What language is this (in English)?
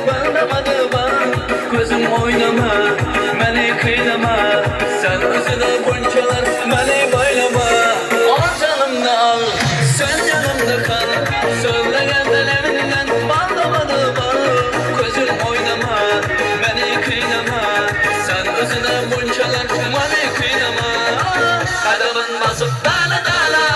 Turkmen